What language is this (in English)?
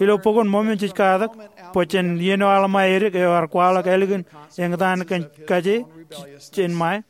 Marshallese